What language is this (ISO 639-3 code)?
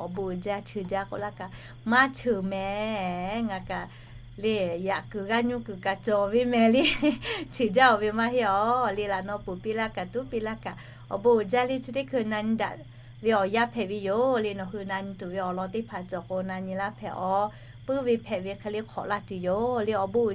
lhu